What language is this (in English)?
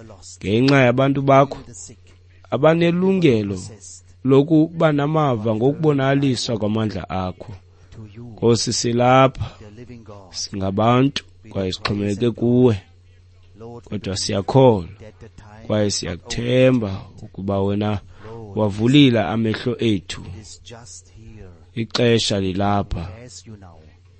Xhosa